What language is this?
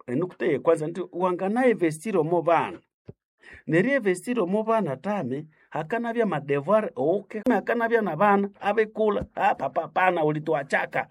Nande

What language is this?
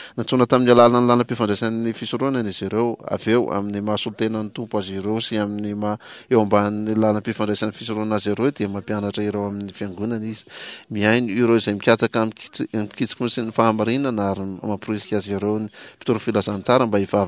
Malagasy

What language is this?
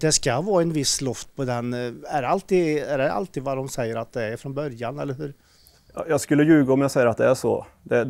Swedish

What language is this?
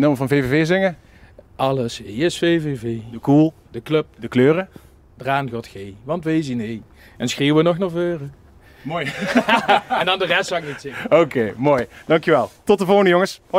Limburgish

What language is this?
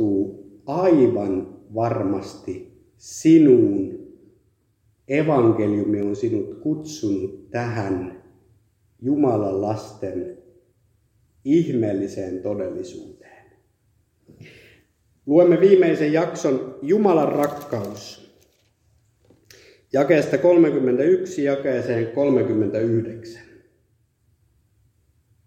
Finnish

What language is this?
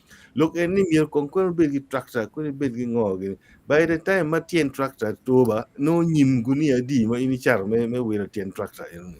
Acoli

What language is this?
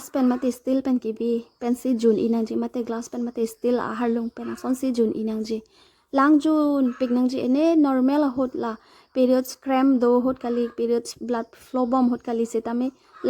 Karbi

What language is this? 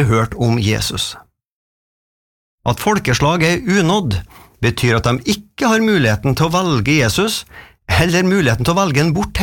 Norwegian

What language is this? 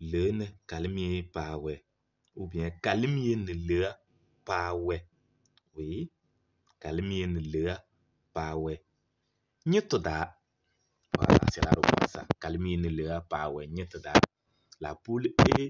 Kabiyè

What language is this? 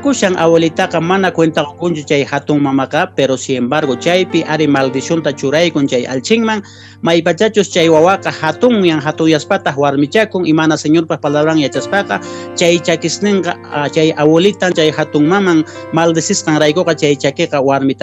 Quechua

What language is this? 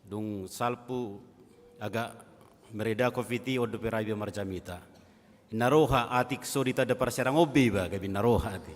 Batak Toba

